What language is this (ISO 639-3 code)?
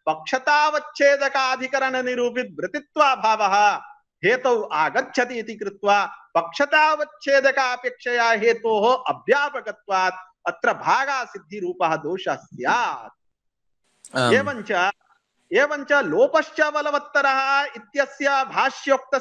san